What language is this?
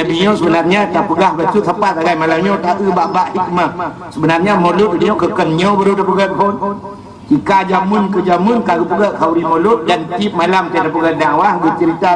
Achinese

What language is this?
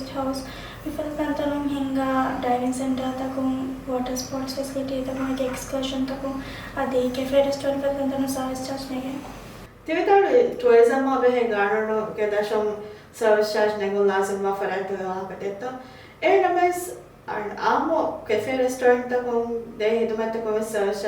Divehi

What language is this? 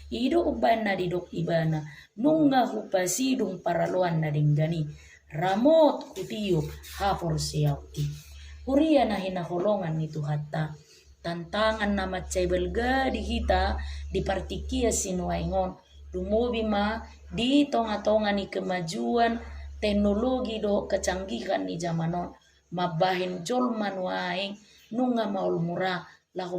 Batak Toba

